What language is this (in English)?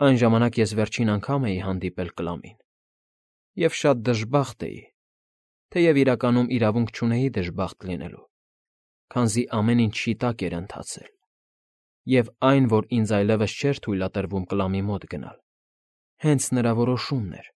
Armenian